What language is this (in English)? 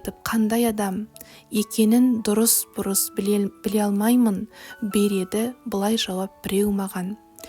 Kazakh